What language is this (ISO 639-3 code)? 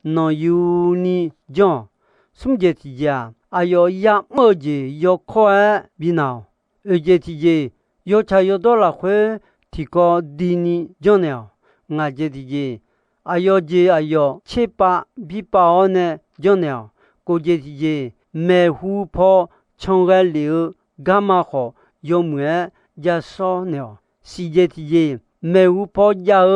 ahk